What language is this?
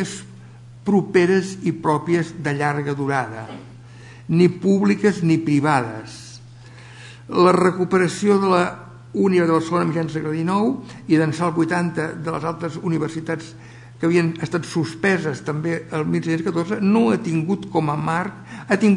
Catalan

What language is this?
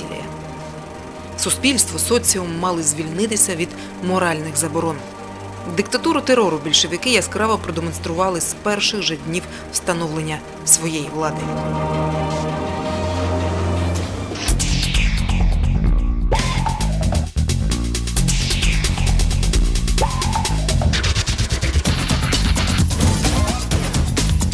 Ukrainian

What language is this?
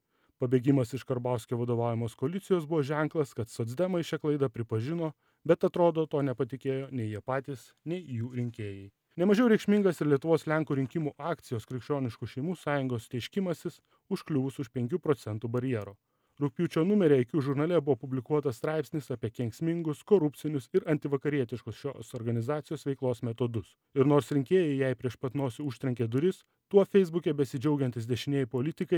Lithuanian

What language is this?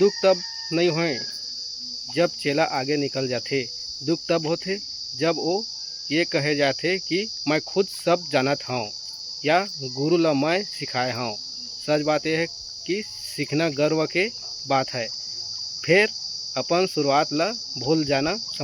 Chhattisgarhi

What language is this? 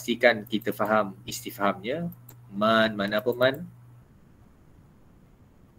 Malay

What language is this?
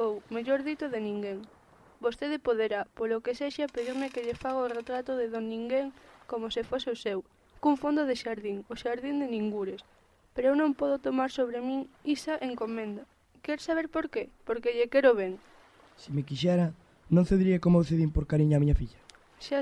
Galician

